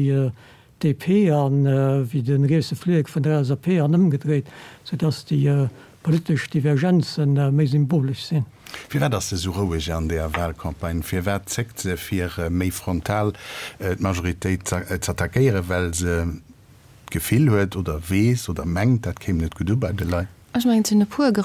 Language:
Luxembourgish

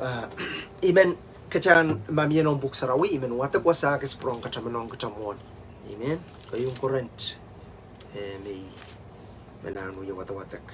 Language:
Pohnpeian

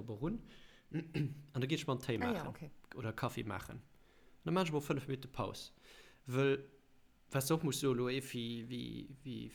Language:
Luxembourgish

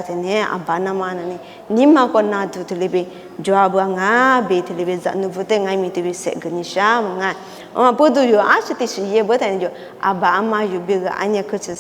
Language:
Lisu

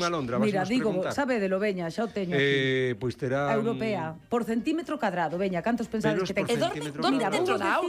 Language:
Galician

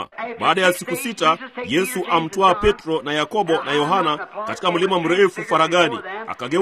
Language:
Swahili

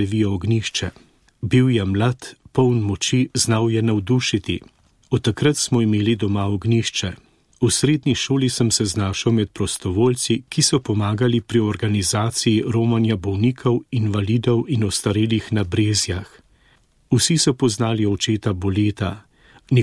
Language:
Slovenian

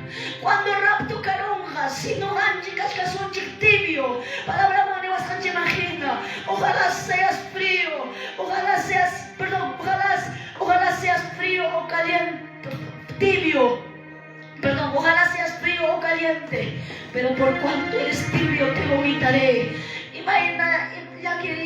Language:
Quechua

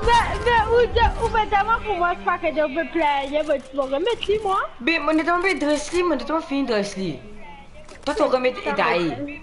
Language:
Morisyen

